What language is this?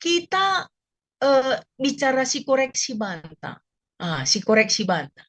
Batak Karo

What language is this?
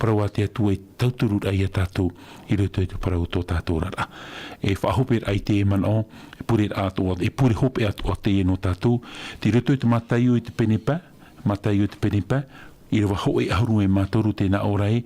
Tahitian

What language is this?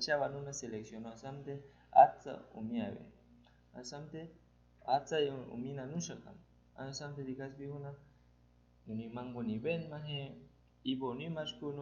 Aguaruna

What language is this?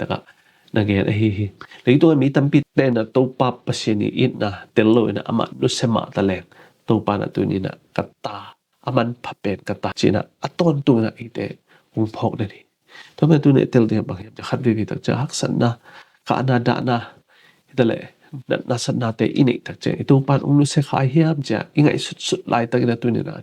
Tedim Chin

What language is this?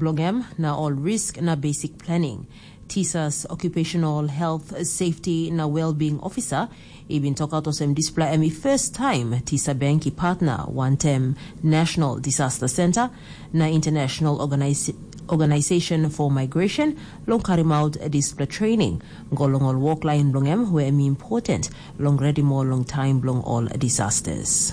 Tok Pisin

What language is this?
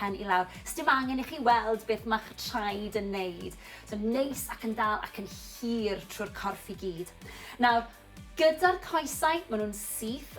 Welsh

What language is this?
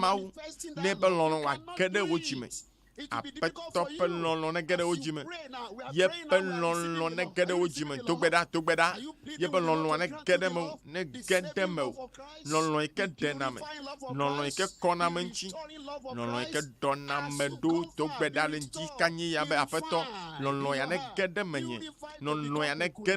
Ewe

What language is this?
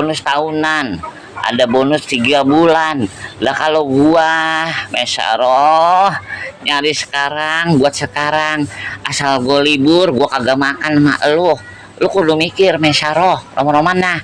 Betawi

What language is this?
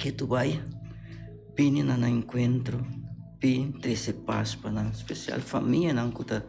Papiamento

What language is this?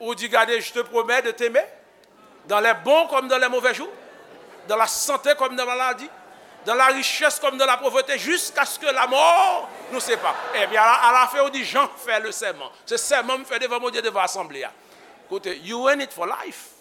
Haitian Creole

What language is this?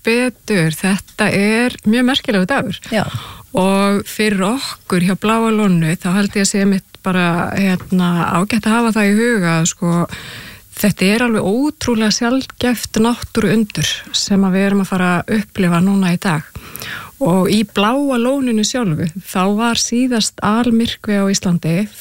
Icelandic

